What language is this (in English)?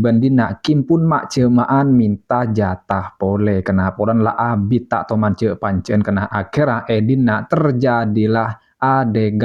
Madurese